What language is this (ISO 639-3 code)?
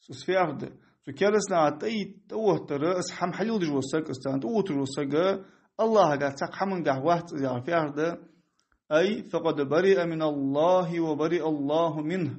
inh